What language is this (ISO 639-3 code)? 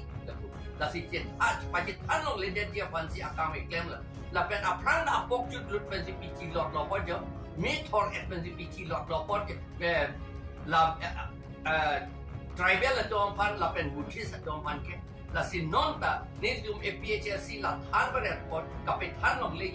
mjw